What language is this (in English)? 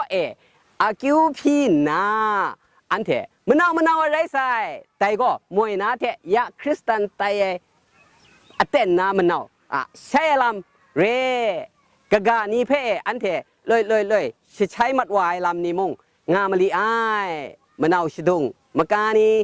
Kachin